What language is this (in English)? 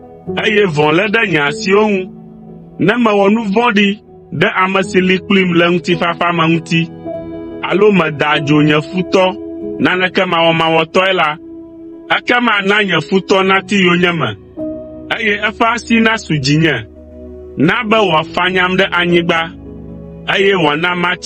Ewe